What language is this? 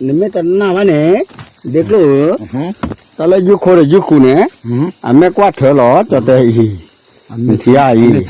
S'gaw Karen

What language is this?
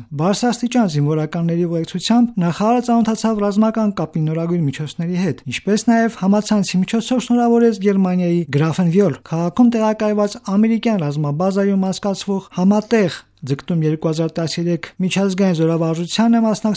Armenian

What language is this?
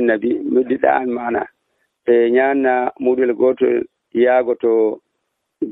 Nigerian Fulfulde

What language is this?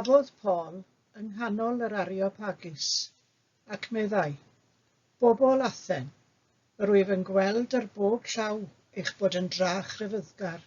Welsh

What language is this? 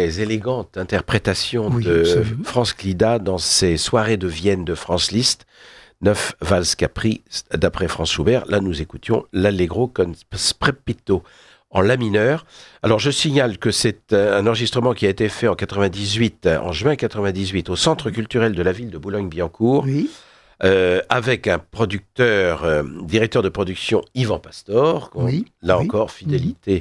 French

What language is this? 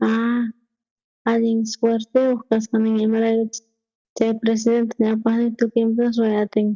South Bolivian Quechua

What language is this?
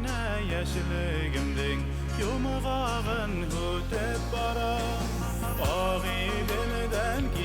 Bashkir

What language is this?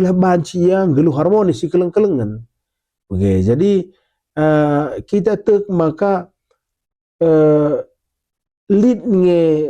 Batak Karo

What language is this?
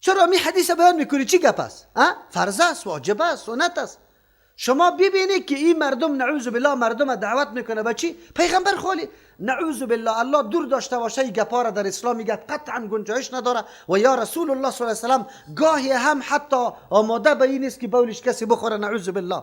Persian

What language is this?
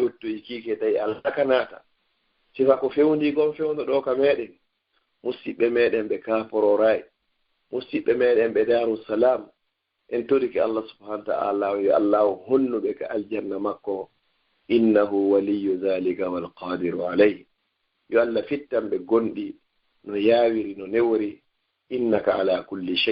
Fula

